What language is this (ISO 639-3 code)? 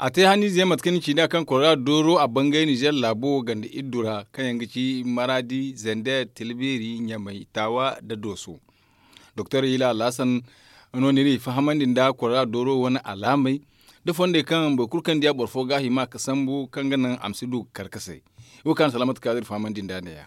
dje